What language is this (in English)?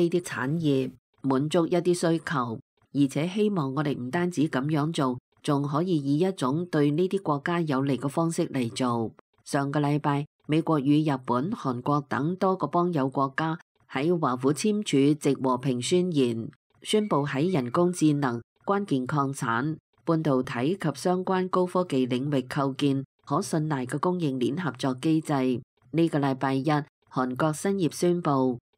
Cantonese